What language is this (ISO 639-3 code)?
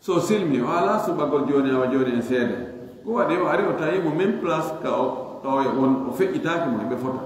ful